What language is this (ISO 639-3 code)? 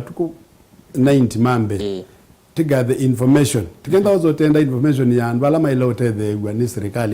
kam